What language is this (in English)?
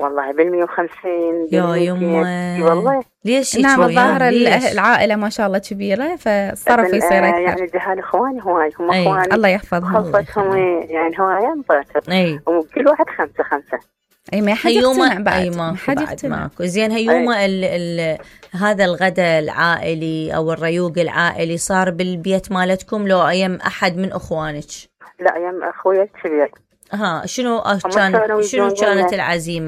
Mesopotamian Arabic